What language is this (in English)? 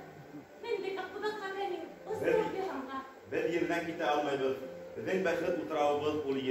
Bashkir